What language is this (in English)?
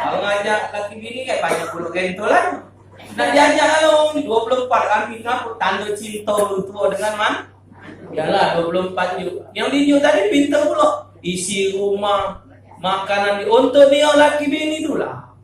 Musi